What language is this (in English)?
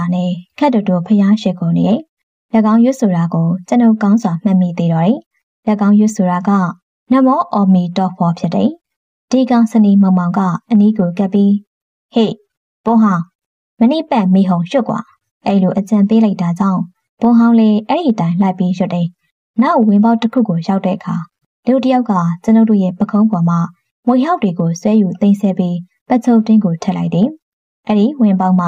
Burmese